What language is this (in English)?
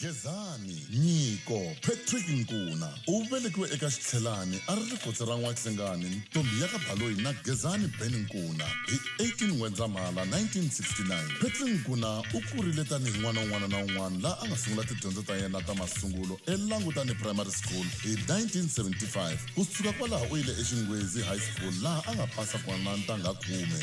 Tsonga